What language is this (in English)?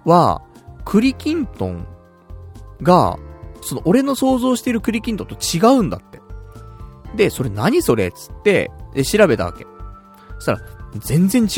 Japanese